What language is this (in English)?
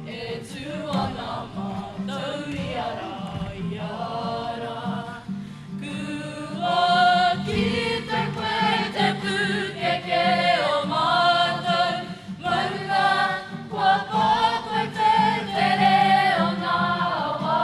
Māori